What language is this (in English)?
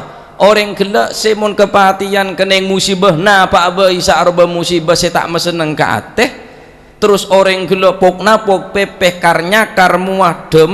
Madurese